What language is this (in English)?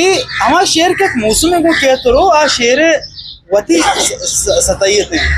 Eastern Balochi